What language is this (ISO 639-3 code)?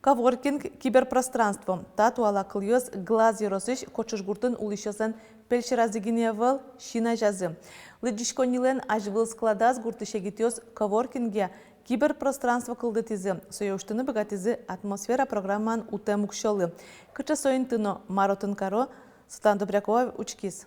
udm